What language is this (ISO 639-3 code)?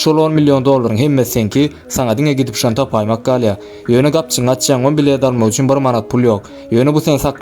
tuk